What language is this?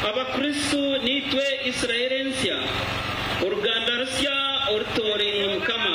Nyankole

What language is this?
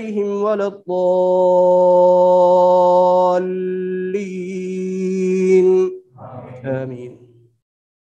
Arabic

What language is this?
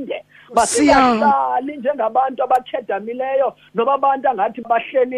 Xhosa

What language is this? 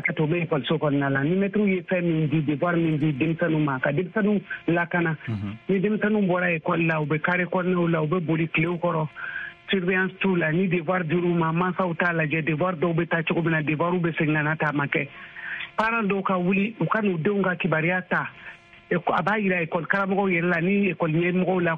Bambara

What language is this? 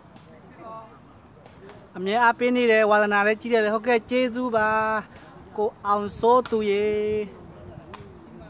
Burmese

